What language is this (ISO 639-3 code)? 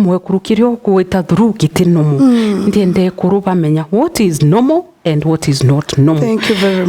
mer